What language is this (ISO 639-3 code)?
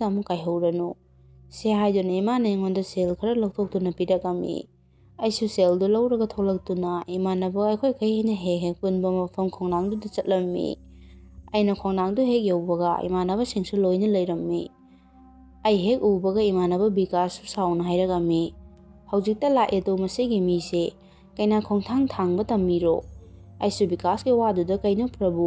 mni